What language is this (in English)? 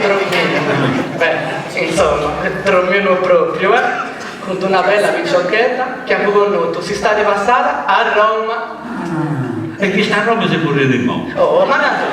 Sardinian